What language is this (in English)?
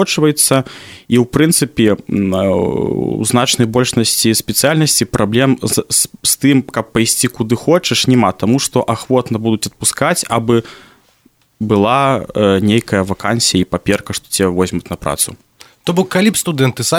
Belarusian